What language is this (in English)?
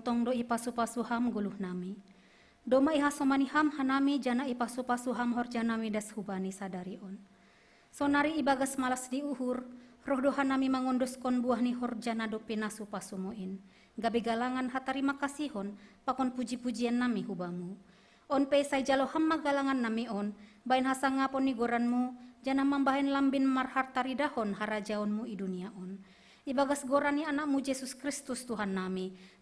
Batak Simalungun